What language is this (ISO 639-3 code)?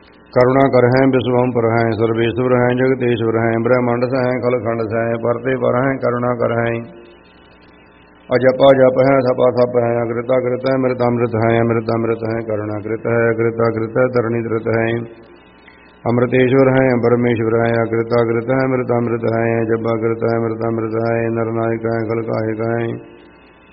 pan